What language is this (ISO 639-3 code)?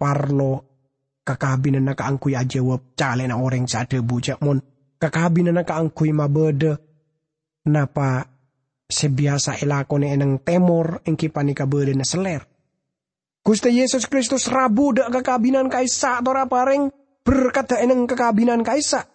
mad